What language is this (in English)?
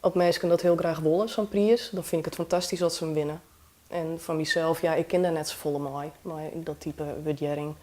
Western Frisian